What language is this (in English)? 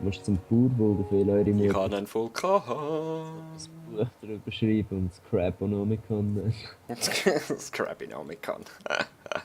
Swiss German